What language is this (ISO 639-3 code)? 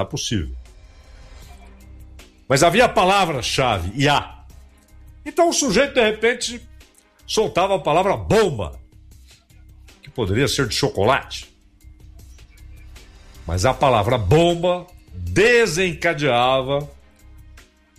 por